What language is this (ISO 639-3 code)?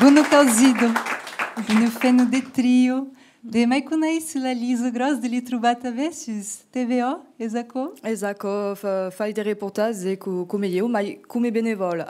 oci